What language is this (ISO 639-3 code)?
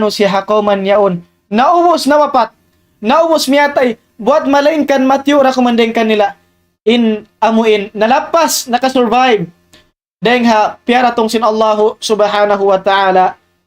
tsg